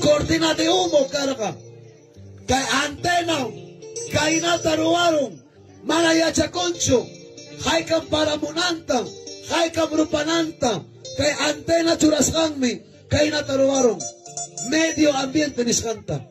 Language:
Ayacucho Quechua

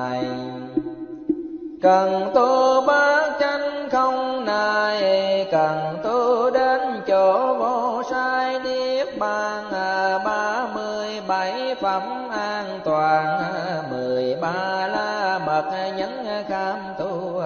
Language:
Vietnamese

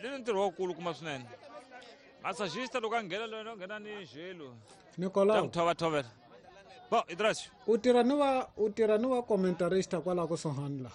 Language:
Tsonga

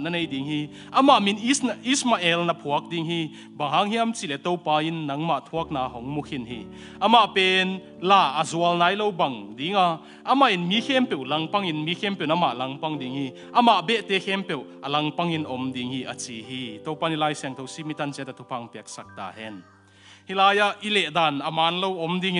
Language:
Tedim Chin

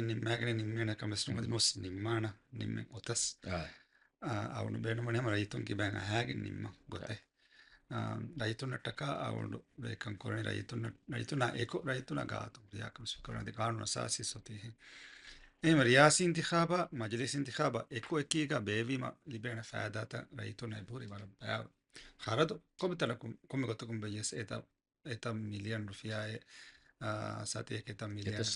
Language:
Divehi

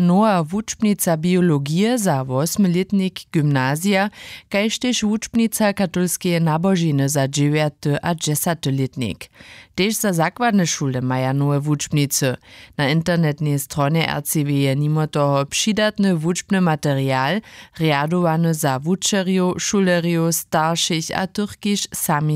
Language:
Upper Sorbian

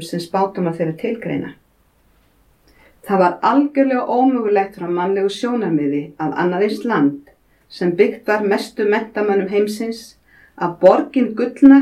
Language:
Icelandic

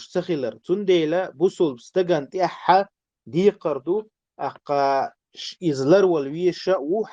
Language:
Chechen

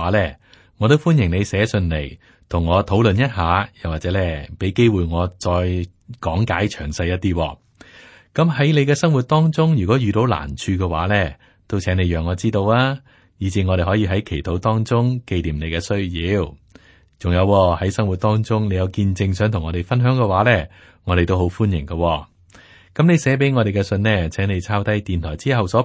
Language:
Cantonese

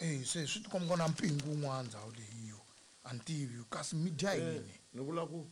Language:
Tsonga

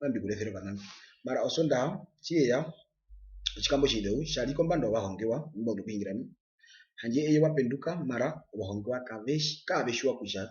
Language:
Herero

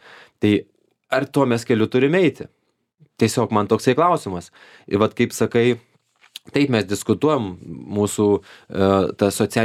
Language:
Lithuanian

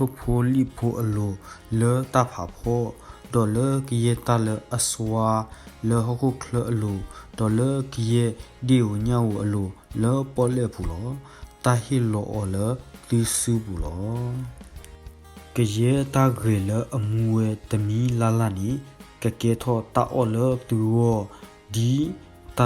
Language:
S'gaw Karen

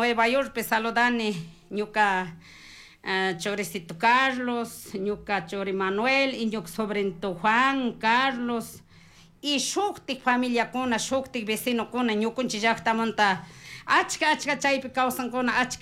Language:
Chimborazo Highland Quichua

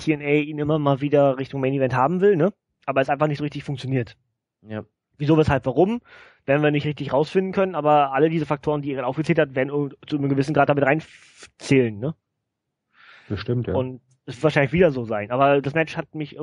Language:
German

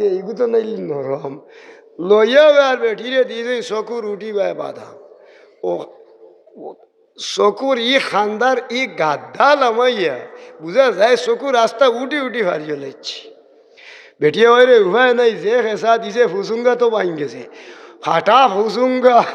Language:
Sylheti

